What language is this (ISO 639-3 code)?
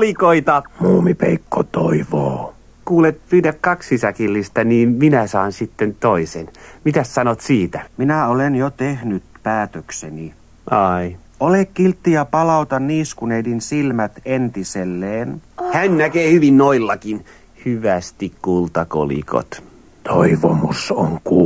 fin